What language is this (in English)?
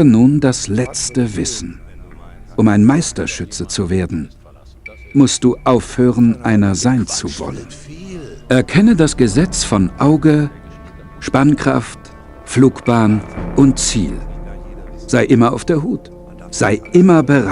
Bavarian